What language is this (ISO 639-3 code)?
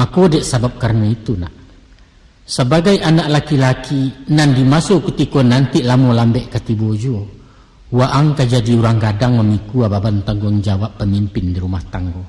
min